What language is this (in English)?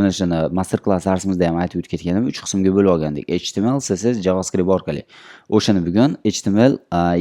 Uzbek